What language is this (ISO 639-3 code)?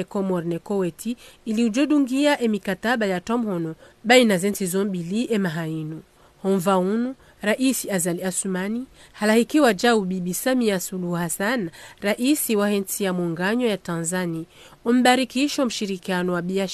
zdj